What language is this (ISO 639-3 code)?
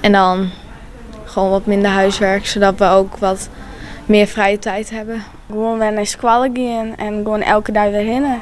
fry